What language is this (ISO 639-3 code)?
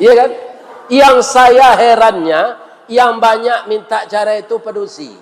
min